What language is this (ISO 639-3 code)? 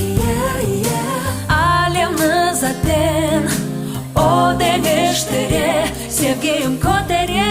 crh